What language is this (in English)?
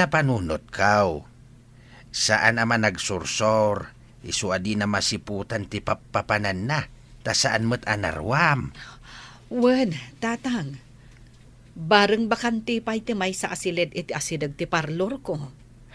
Iloko